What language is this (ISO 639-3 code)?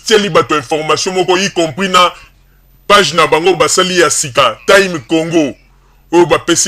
lin